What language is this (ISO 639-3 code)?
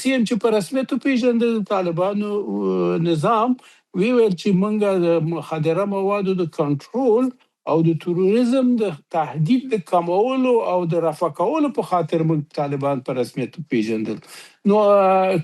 pus